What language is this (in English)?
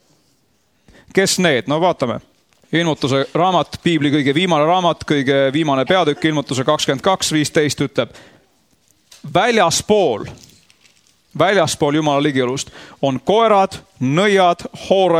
Estonian